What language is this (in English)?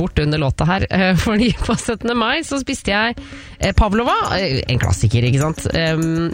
Norwegian